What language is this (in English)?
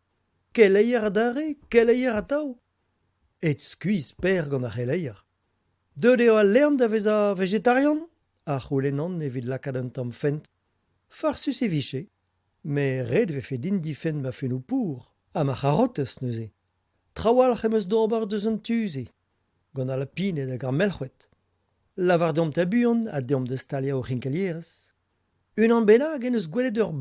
Breton